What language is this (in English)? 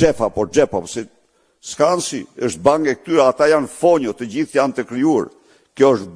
Albanian